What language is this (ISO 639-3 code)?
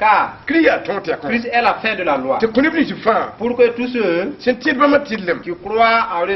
mos